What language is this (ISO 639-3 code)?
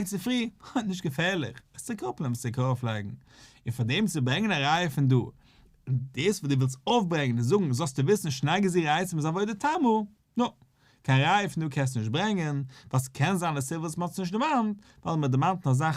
yid